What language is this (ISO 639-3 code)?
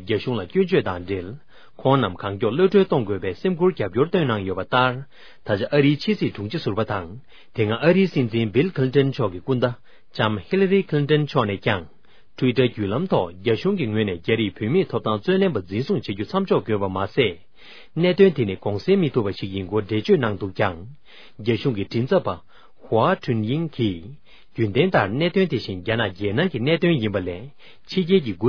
bod